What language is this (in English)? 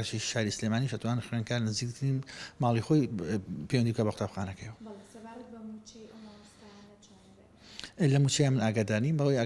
Central Kurdish